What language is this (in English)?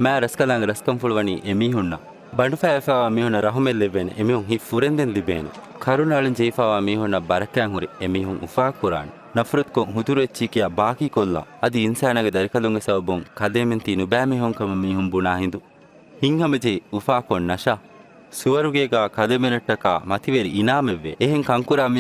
Divehi